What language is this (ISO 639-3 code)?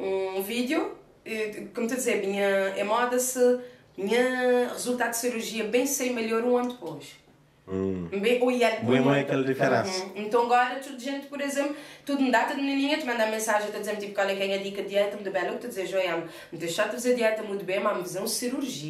kea